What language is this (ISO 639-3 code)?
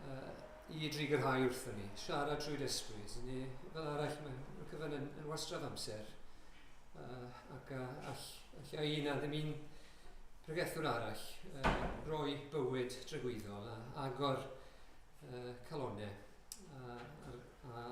cym